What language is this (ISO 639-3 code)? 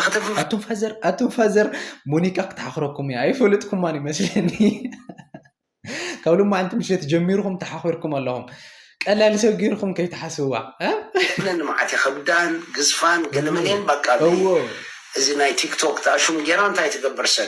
tir